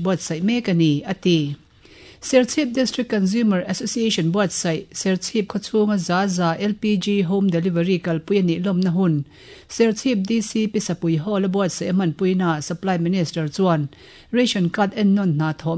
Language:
Mizo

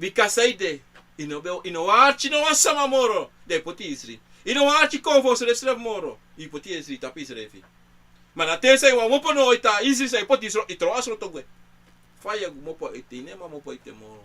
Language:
Sranan Tongo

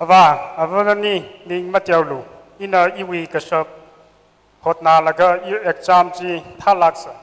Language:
Tangkhul Naga (India)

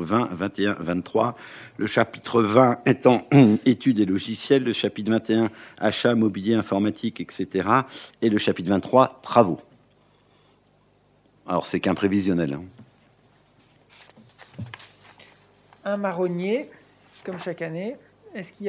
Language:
French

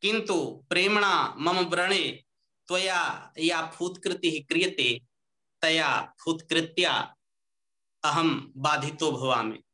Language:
Sanskrit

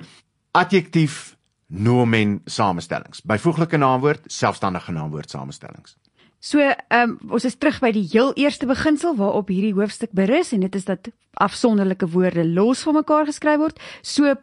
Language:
Afrikaans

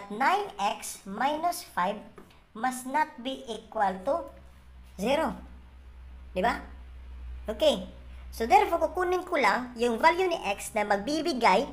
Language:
Filipino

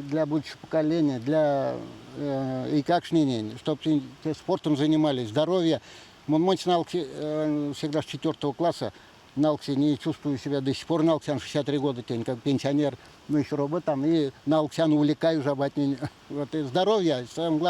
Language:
Erzya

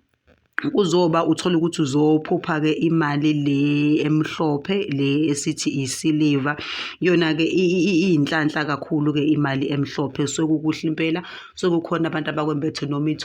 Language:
Zulu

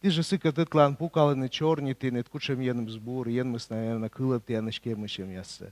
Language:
Komi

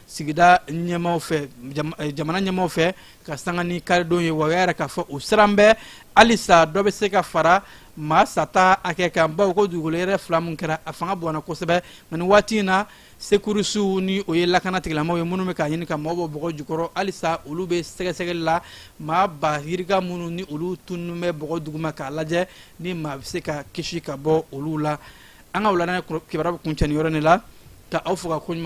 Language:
Bambara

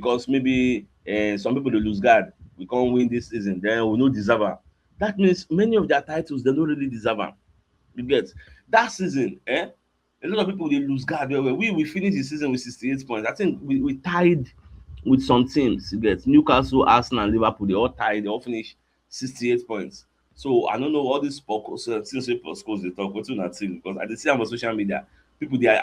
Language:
Nigerian Pidgin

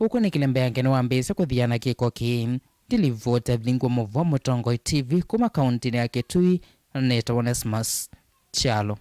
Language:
Kamba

